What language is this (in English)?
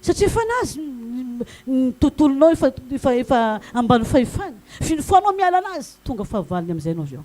Malagasy